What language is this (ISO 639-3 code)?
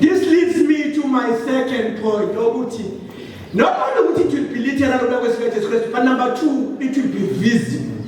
zul